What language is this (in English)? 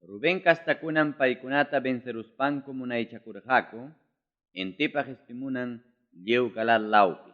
Ayacucho Quechua